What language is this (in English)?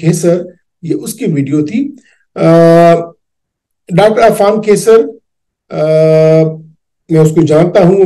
Urdu